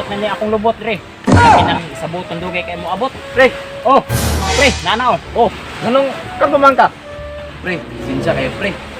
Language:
Cebuano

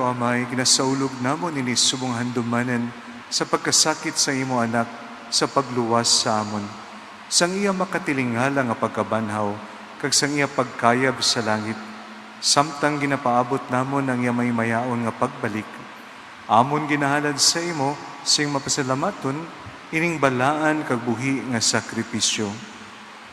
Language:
Hiligaynon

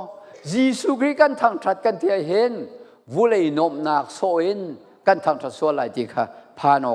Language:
Falam Chin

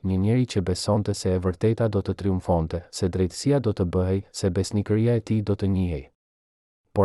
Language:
Albanian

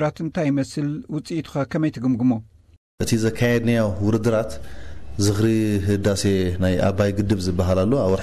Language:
Tigrinya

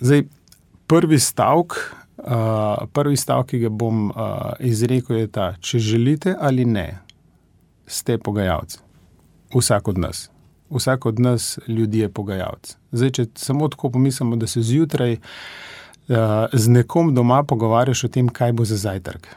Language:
Slovenian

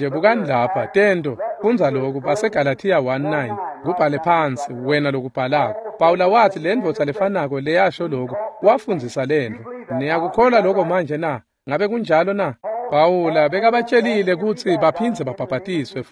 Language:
Swati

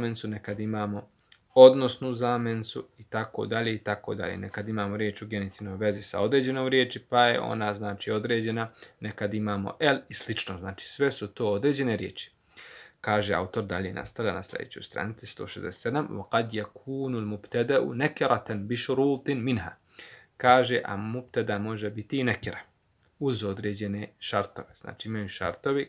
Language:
Bosnian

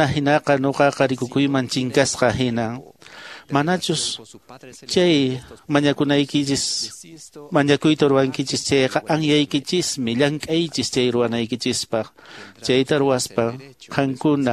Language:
Quechua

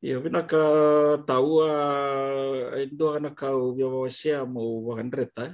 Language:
Fijian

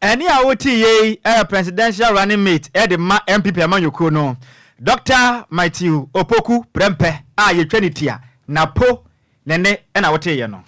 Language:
Akan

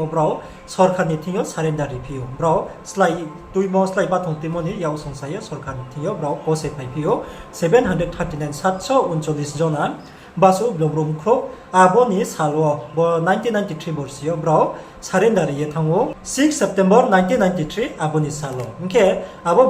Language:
Riang (India)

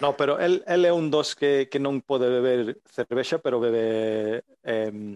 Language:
Galician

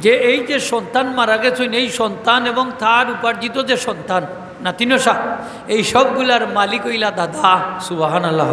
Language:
Sylheti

